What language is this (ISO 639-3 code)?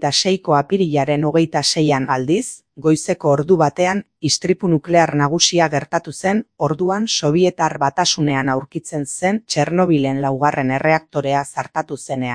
eus